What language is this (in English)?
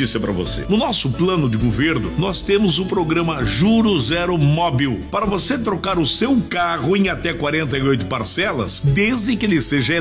Portuguese